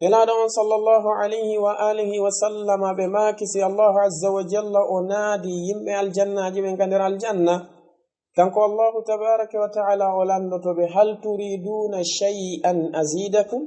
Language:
Fula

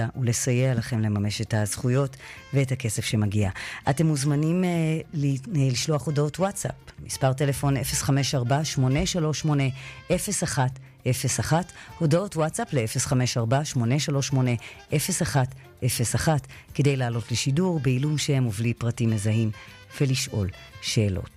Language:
Hebrew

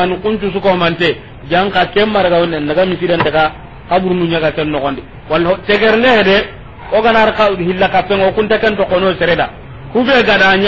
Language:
Soninke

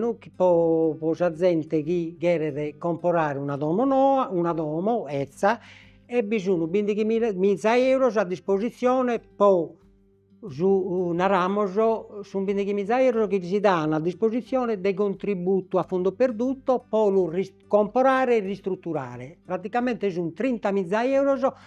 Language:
Sardinian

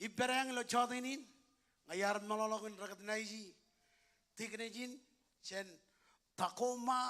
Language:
Marshallese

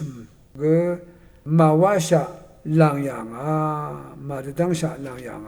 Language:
Rawang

